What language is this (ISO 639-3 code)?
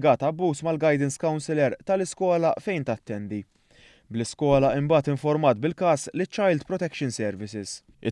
mlt